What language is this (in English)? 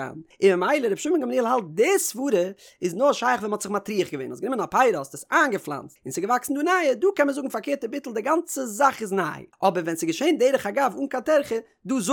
Yiddish